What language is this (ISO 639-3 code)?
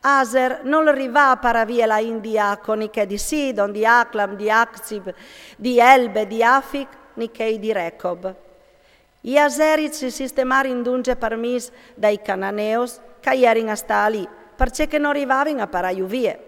fur